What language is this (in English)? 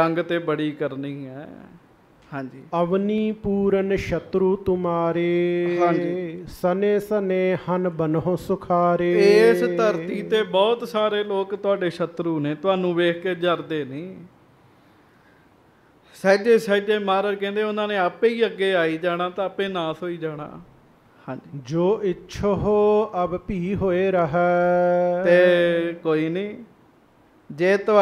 Punjabi